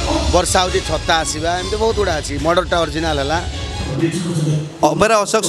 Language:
Odia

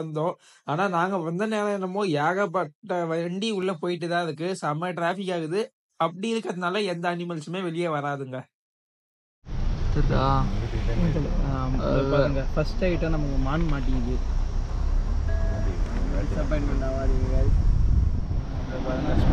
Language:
Tamil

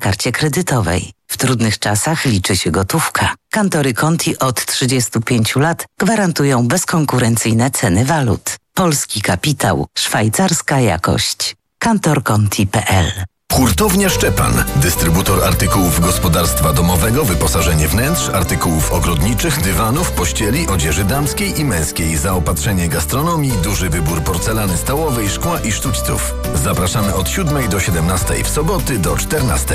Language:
Polish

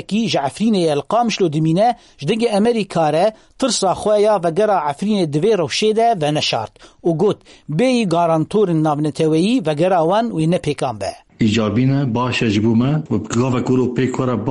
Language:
Kurdish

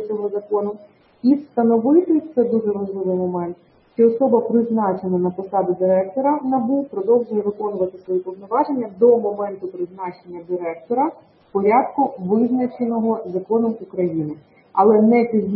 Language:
Ukrainian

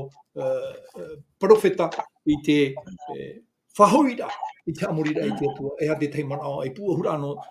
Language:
Tahitian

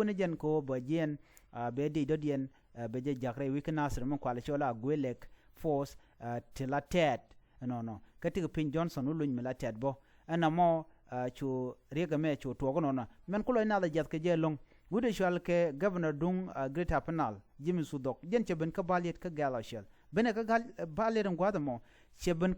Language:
Nuer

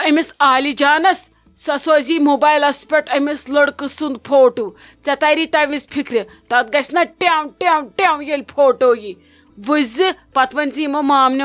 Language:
Kashmiri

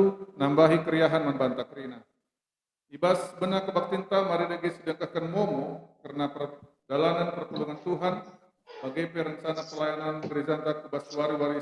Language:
Batak Karo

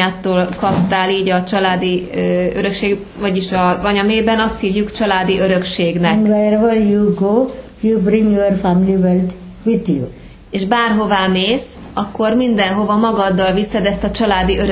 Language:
Hungarian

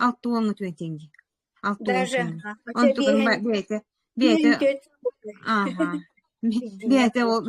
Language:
Yakut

